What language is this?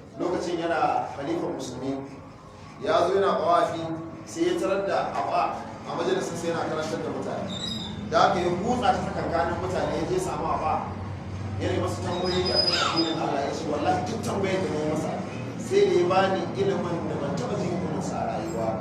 Hausa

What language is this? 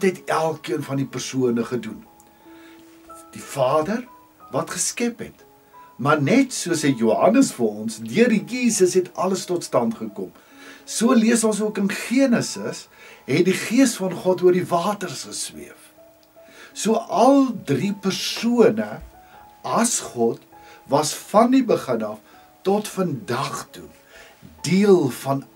Afrikaans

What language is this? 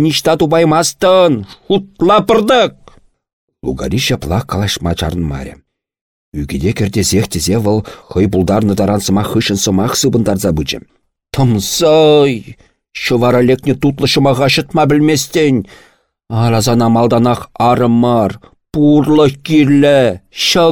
Chuvash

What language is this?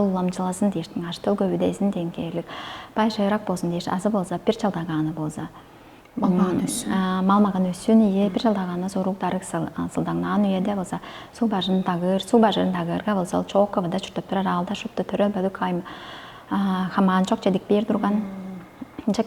Tuvinian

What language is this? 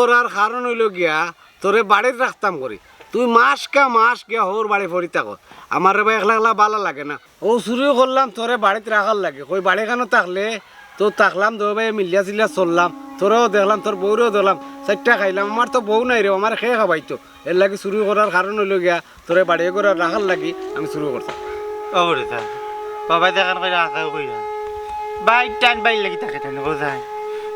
Sylheti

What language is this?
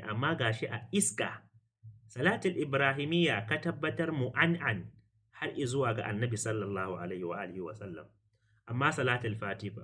Hausa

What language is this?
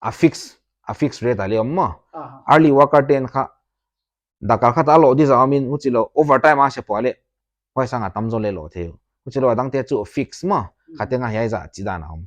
Paite Chin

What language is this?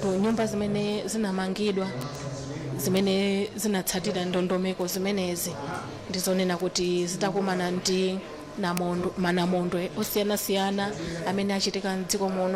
Nyanja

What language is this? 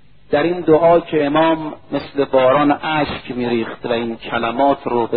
Persian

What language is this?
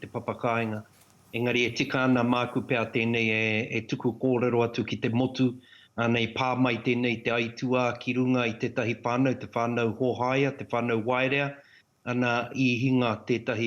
Māori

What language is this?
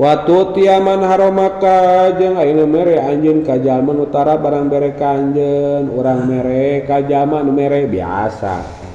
Sundanese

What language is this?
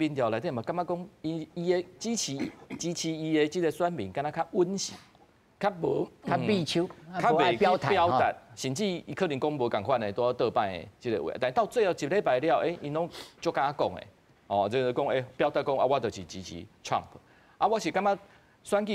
Min Nan Chinese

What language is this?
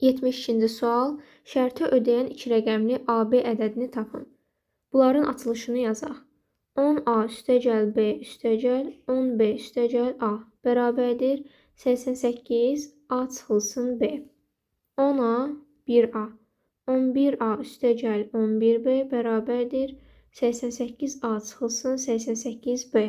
Azerbaijani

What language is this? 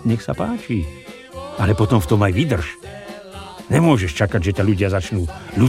Slovak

